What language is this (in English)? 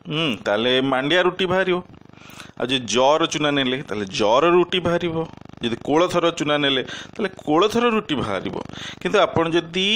Odia